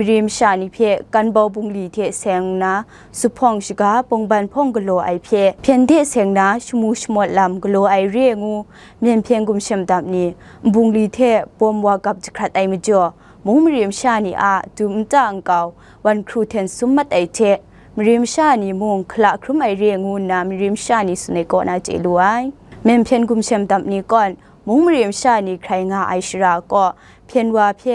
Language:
Kachin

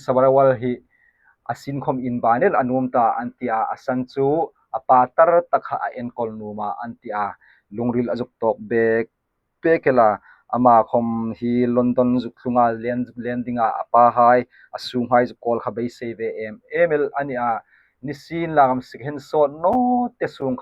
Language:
Hmar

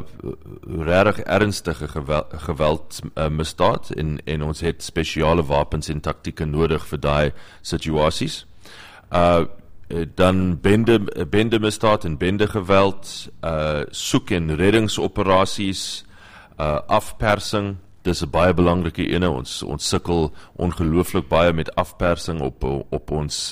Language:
Afrikaans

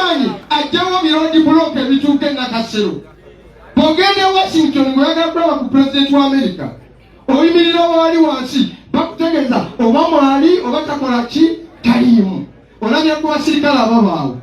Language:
Ganda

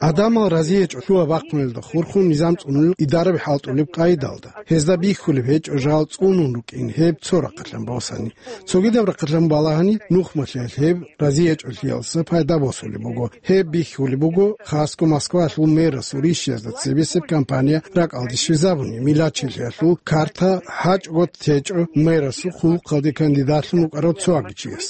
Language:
Avaric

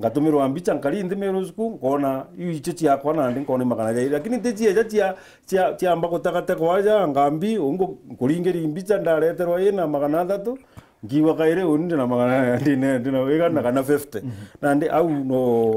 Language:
Meru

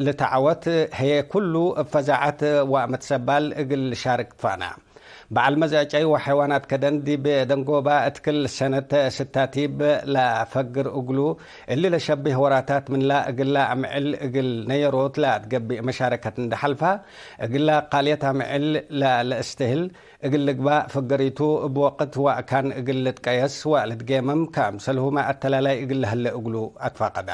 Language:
Tigre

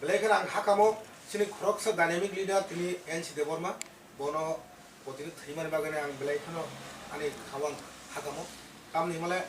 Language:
Kok Borok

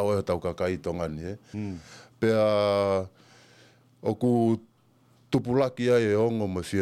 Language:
Tongan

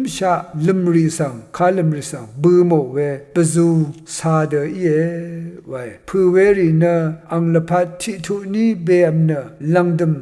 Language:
Rawang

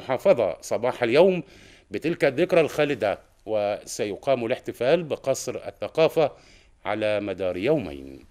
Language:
Egyptian Arabic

